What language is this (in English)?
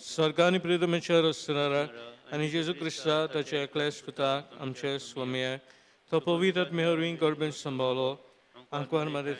Konkani